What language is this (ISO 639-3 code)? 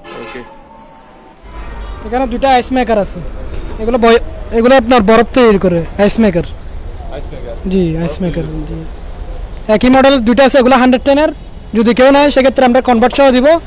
ben